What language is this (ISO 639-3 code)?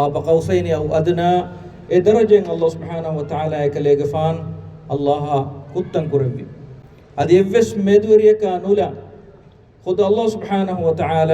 div